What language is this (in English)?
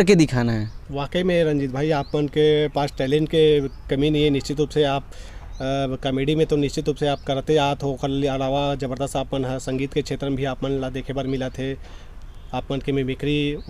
Chhattisgarhi